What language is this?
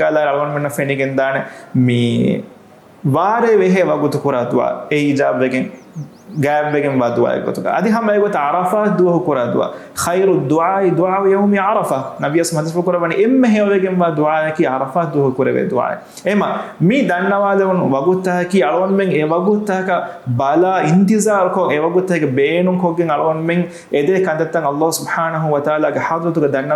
Divehi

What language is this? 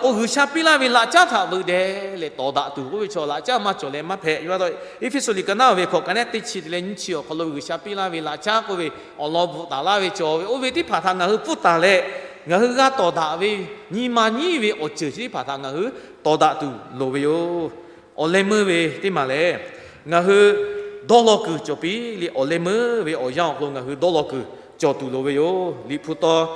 Lahu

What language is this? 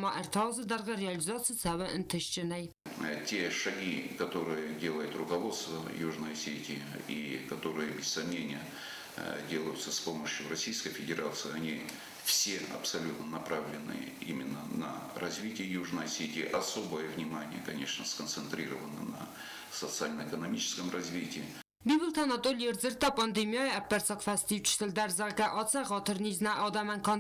Ossetic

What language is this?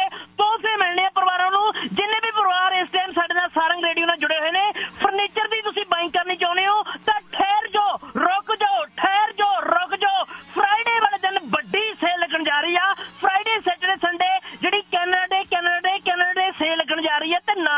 Punjabi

